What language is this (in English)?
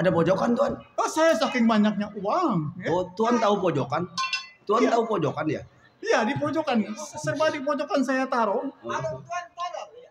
Betawi